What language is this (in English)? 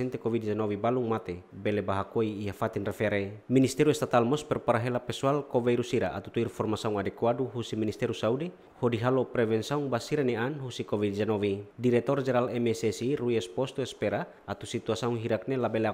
Tetum